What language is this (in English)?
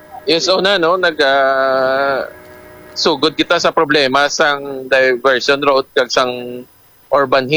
Hiligaynon